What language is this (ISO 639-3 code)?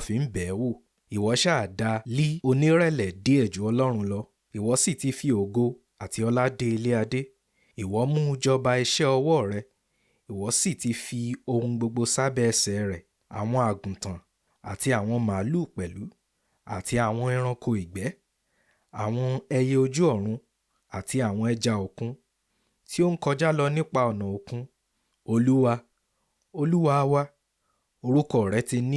yor